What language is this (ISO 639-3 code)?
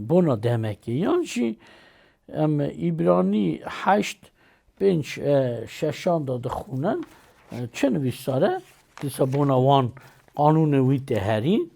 kur